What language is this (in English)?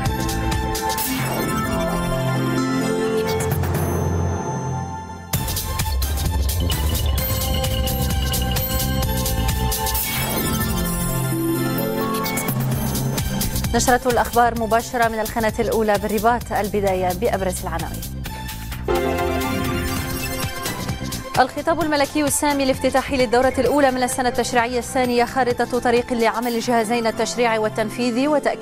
Arabic